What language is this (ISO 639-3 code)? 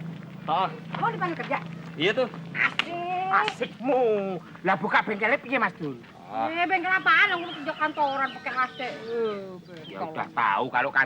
bew